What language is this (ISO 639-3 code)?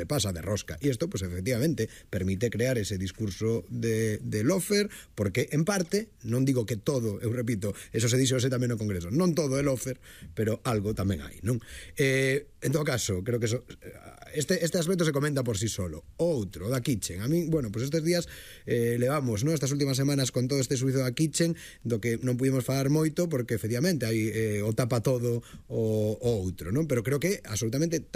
glg